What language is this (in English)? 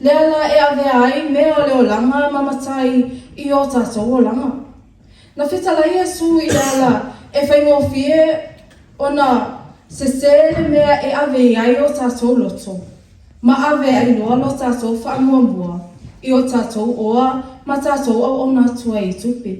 Samoan